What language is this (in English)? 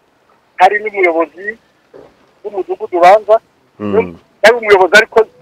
Kinyarwanda